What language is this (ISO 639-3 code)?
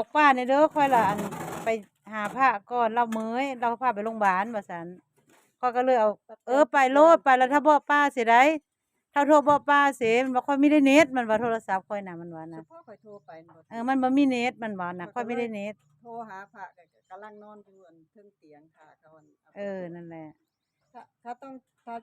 tts